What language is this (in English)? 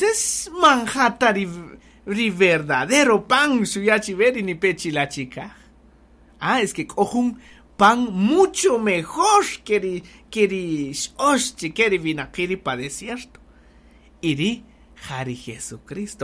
Kaqchikel